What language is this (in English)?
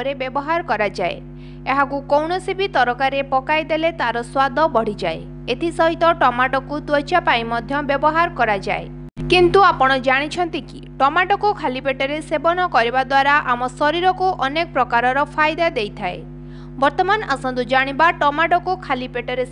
Odia